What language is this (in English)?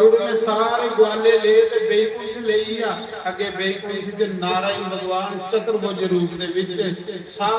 Dogri